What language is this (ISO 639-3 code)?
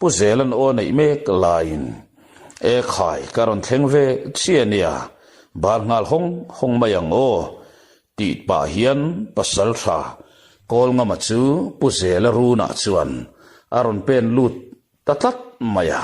lus